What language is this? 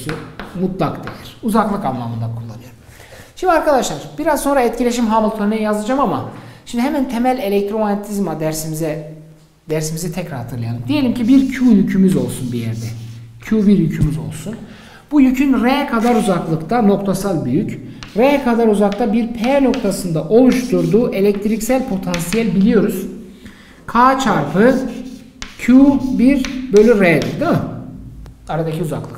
Turkish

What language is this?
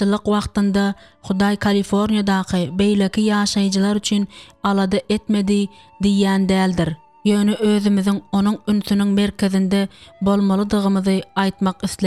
Turkmen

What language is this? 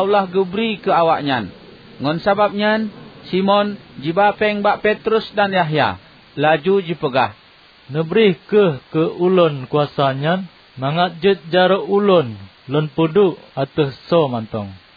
Achinese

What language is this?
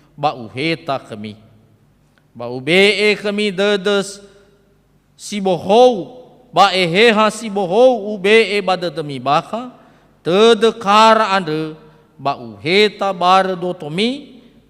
Nias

